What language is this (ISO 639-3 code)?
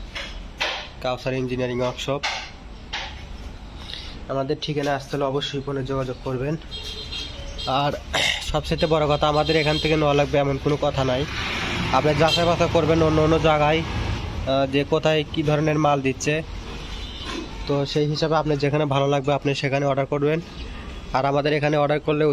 ben